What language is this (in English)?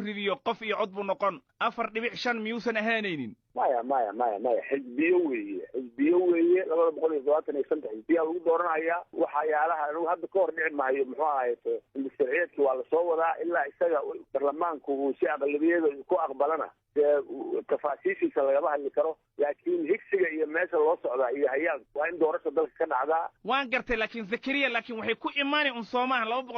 Somali